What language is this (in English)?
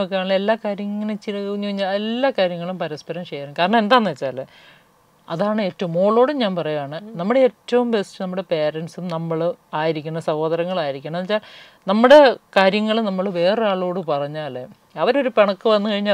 Malayalam